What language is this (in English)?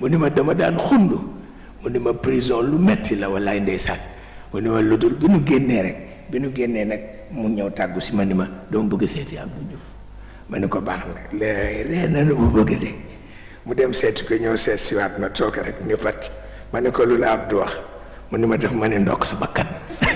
Wolof